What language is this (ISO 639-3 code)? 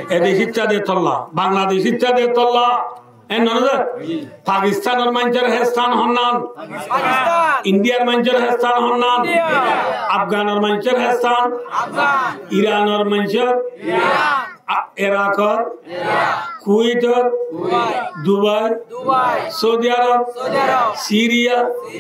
rhg